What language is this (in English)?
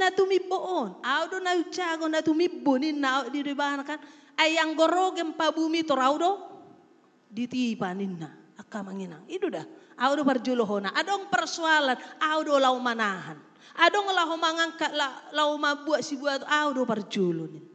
Batak Toba